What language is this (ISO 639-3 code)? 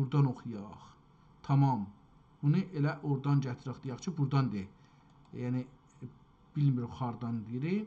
azb